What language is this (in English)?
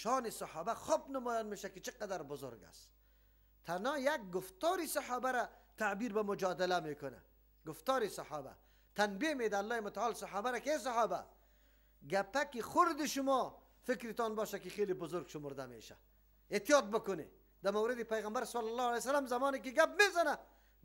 Persian